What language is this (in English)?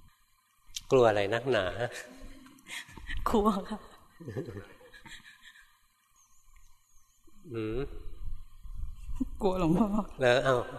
Thai